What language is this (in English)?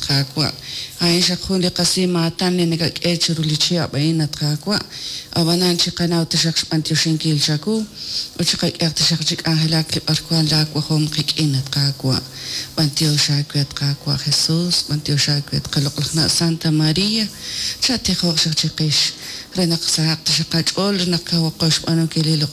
Kekchí